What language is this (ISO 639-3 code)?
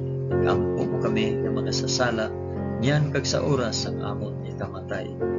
hil